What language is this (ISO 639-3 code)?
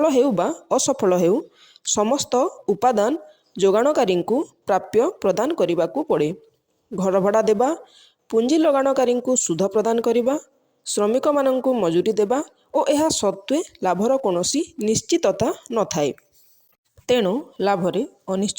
ori